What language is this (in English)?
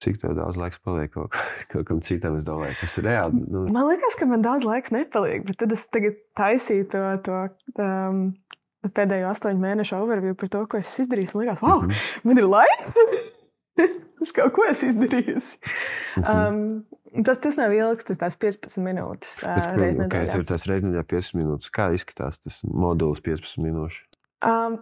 Latvian